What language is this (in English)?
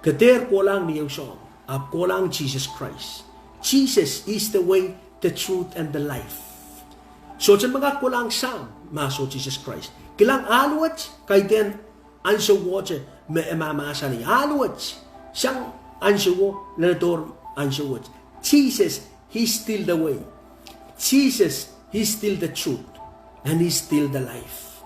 Pohnpeian